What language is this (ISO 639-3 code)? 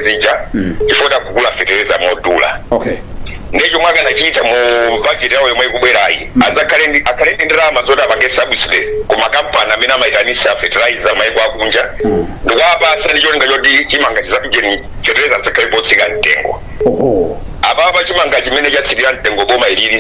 nya